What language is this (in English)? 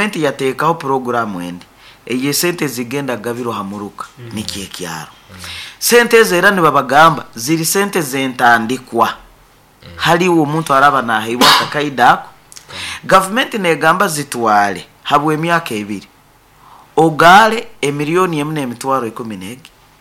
Nyankole